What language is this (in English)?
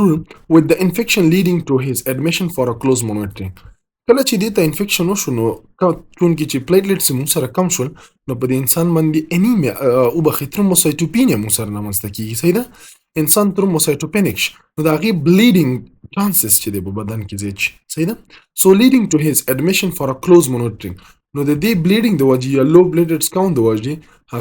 Pashto